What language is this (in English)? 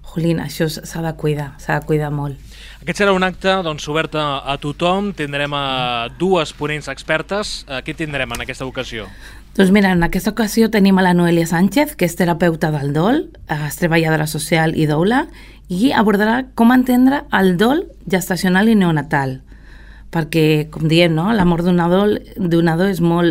Catalan